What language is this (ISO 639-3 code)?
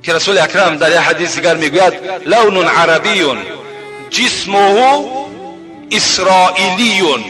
tgk